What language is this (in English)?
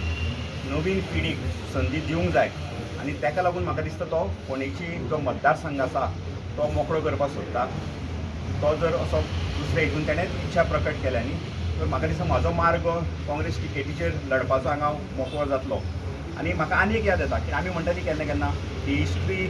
Konkani